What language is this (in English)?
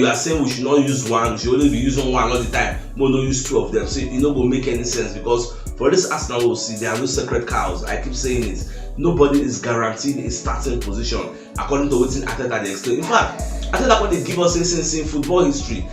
Nigerian Pidgin